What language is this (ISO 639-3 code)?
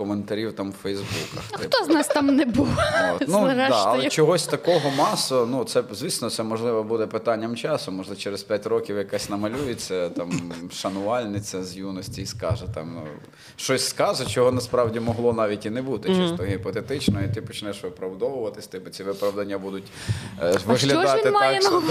ukr